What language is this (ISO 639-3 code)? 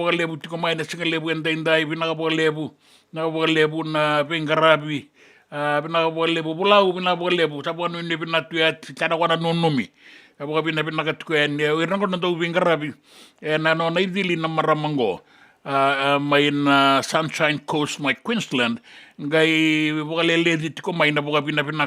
fij